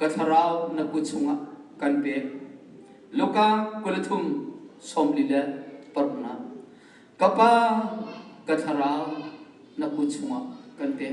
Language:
Hakha Chin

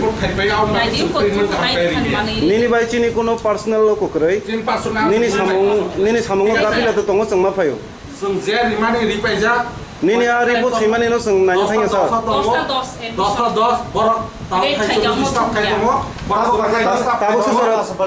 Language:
Kok Borok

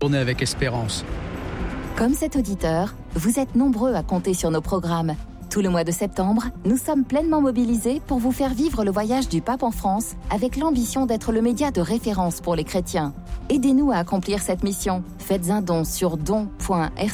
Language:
French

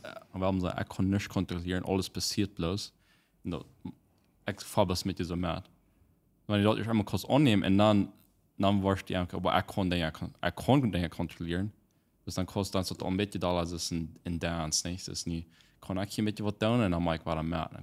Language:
Plautdietsch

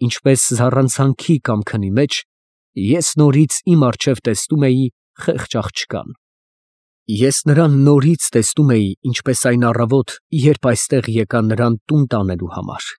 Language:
Armenian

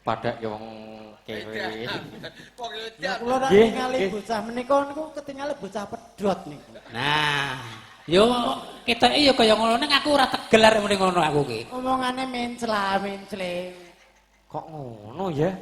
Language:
Javanese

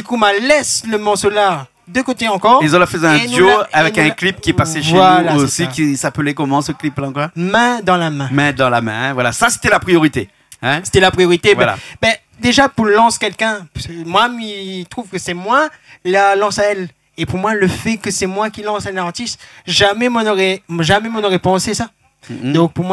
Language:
Réunion Creole French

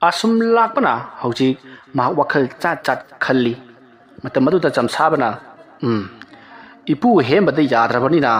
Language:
Manipuri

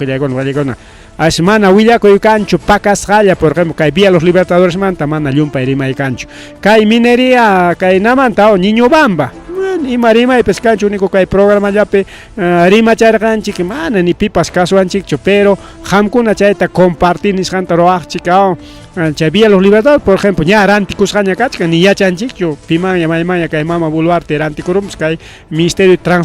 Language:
Ayacucho Quechua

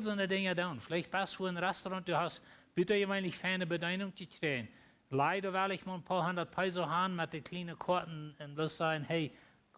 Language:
Plautdietsch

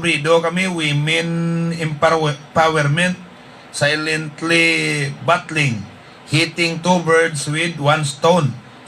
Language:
Hiligaynon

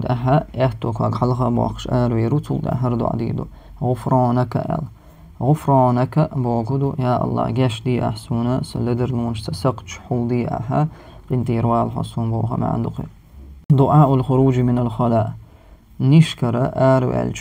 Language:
Chechen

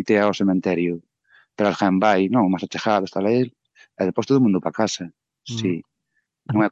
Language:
Galician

